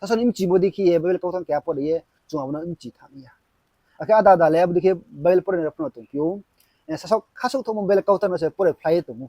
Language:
Riang (India)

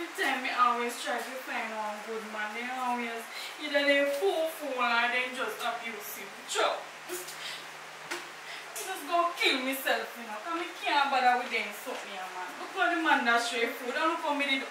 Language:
Jamaican Creole English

